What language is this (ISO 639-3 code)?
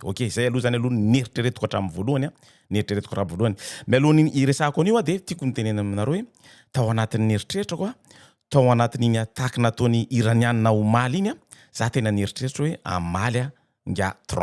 mlg